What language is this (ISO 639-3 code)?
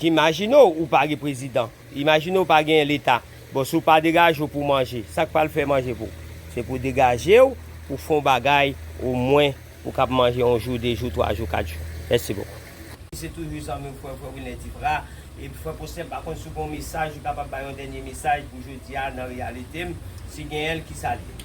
hat